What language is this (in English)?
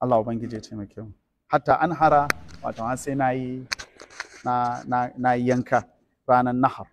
Hausa